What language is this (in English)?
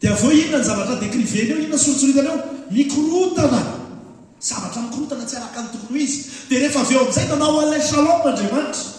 Malagasy